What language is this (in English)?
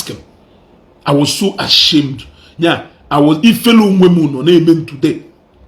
Igbo